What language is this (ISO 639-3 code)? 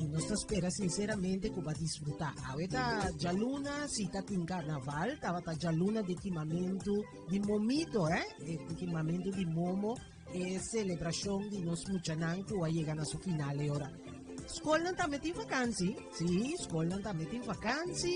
pap